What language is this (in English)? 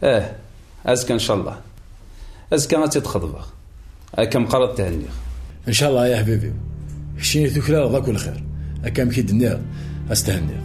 Kabyle